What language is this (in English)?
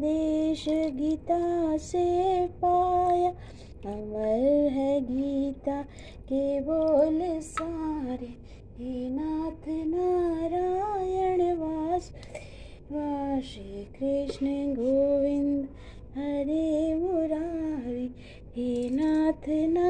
Sanskrit